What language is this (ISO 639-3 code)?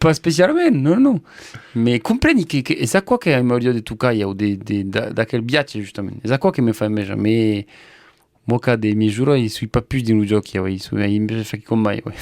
oci